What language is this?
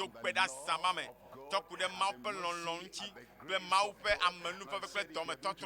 Ewe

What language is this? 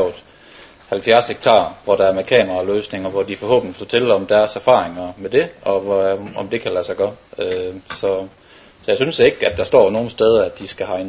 Danish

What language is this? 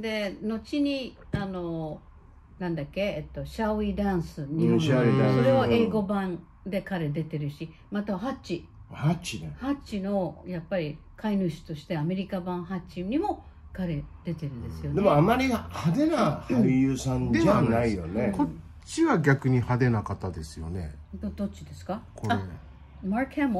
Japanese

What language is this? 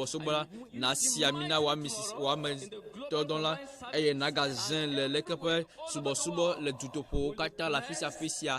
Ewe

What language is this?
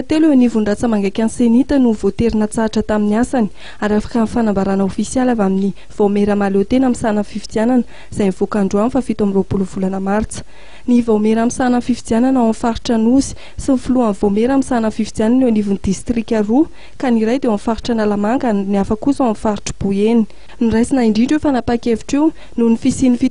Malagasy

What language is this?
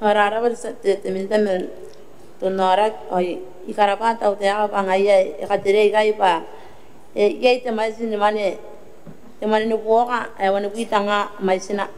Gilbertese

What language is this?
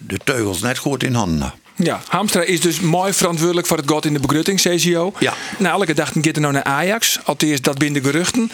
Western Frisian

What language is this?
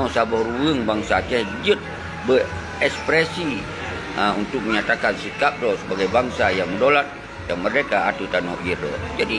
Achinese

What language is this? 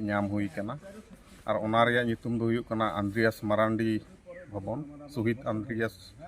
Santali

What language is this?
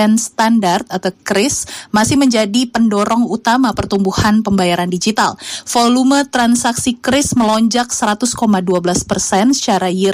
Indonesian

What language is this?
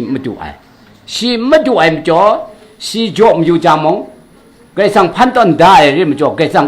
Kachin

